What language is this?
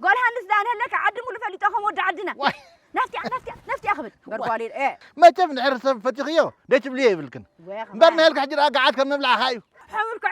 Tigrinya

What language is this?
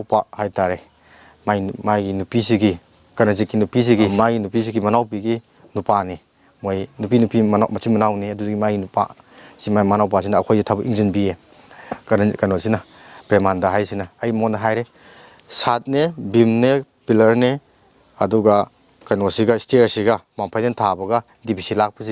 Manipuri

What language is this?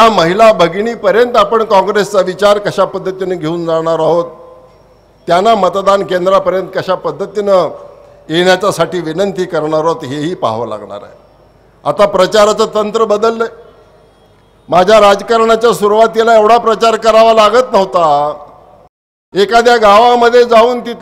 Marathi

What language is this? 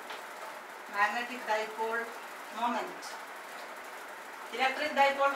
Malayalam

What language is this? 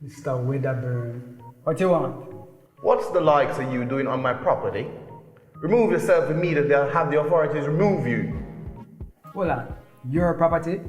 Jamaican Creole English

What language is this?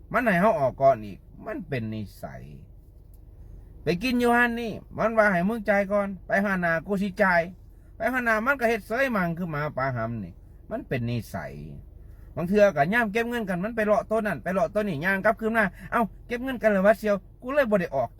Lao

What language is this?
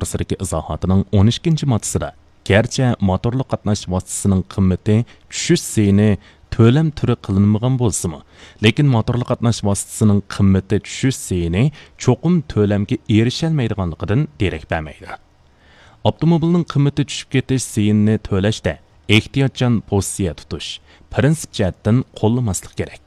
Uyghur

